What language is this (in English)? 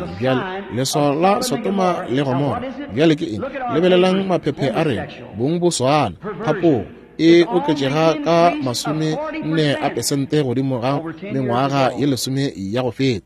Northern Sotho